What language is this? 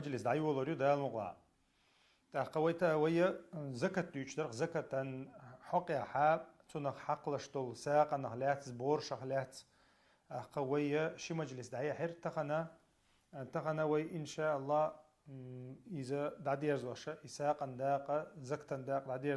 Chechen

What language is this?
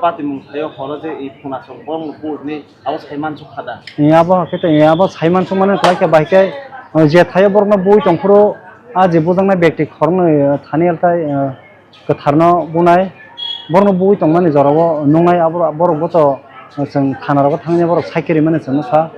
Kok Borok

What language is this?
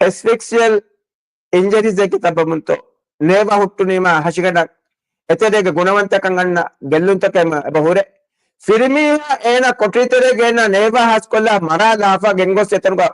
Divehi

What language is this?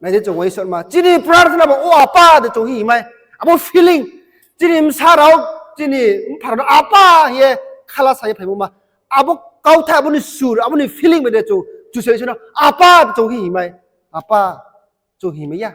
Riang (India)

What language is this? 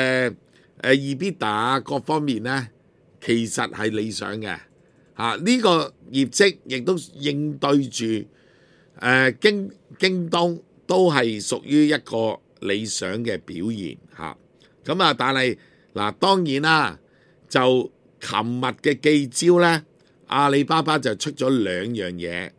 Cantonese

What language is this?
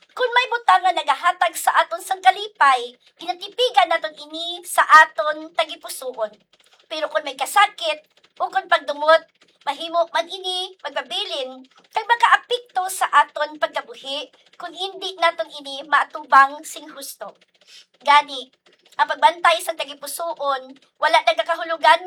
Hiligaynon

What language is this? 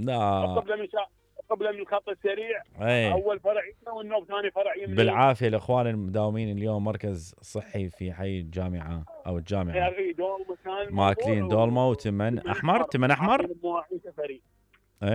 Mesopotamian Arabic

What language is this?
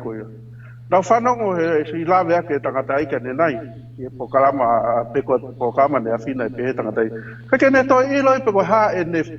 Tongan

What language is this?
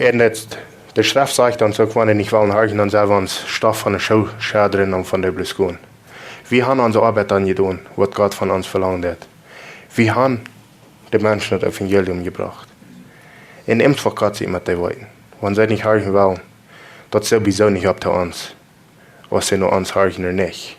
Plautdietsch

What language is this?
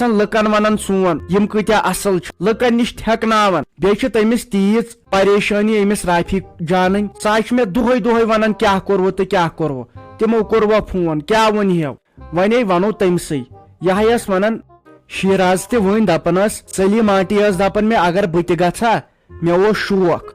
Kashmiri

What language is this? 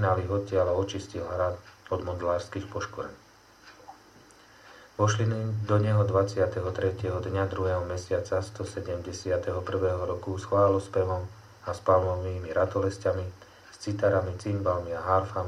Slovak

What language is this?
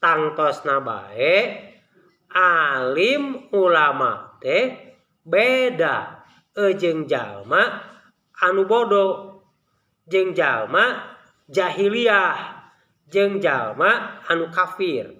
Sundanese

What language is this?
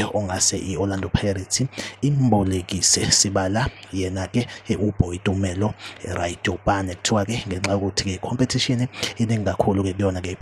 Zulu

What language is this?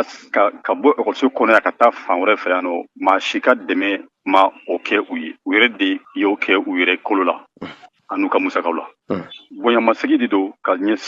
Bambara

